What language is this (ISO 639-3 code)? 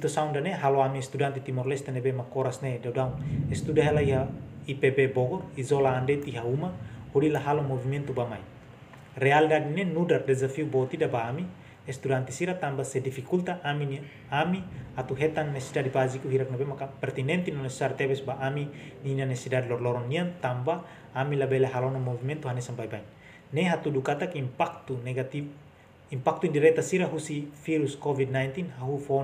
tet